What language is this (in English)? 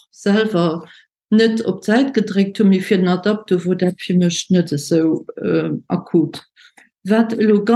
Luxembourgish